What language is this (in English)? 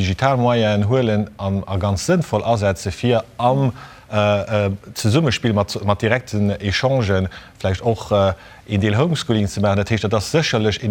Luxembourgish